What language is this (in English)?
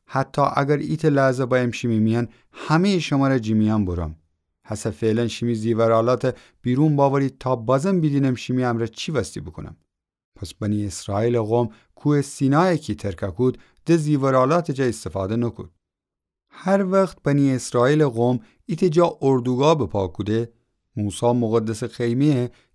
Gilaki